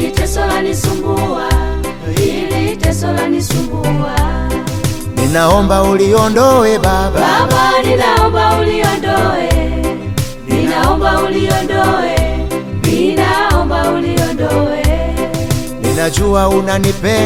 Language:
Swahili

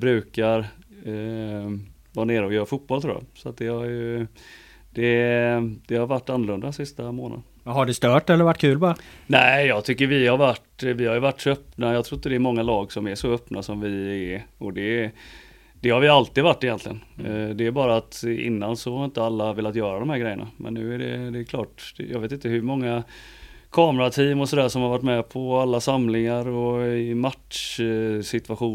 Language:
Swedish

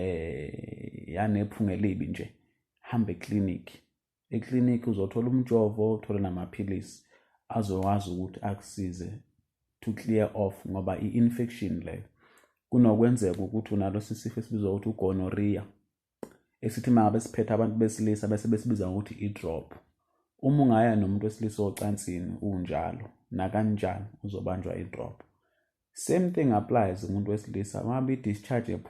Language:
Zulu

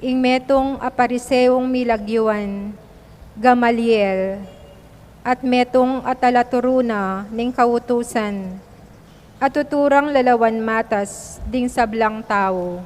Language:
Pampanga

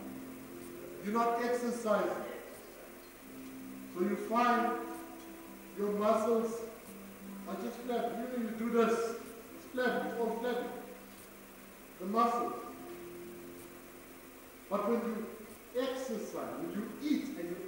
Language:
English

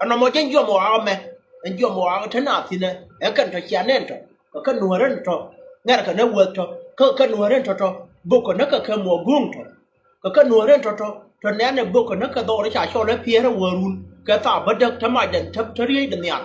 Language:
Nuer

